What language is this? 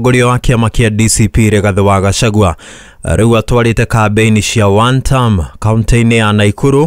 Kikuyu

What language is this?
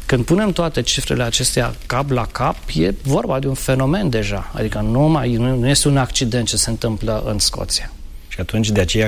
Romanian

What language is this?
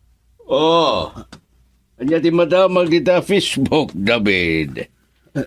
Iloko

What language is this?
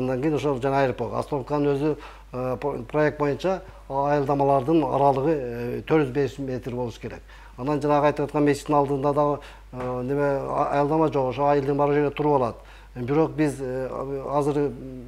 Kyrgyz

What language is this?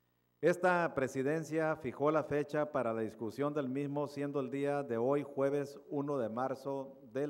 Spanish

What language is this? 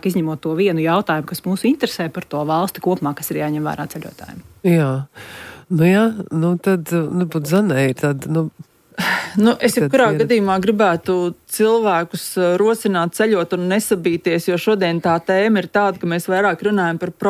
Latvian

